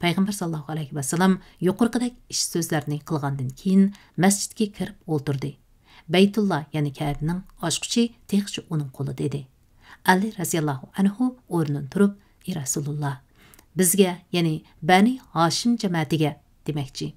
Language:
Uyghur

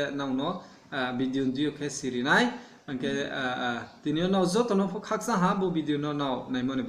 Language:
Riang (India)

